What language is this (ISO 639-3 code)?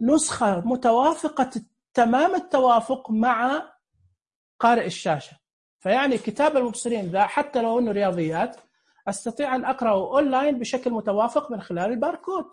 ars